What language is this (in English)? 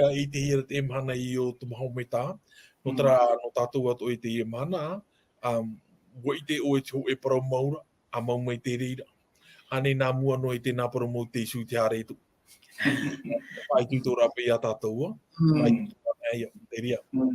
Tahitian